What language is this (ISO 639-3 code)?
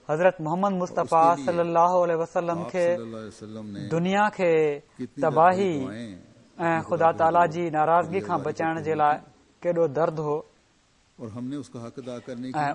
snd